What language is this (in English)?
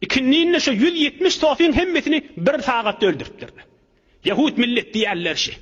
Turkmen